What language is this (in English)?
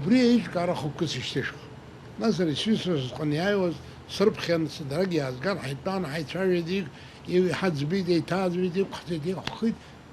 Abkhazian